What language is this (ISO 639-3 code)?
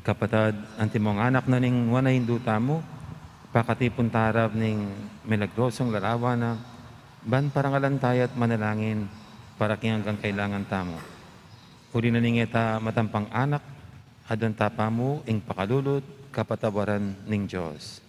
pam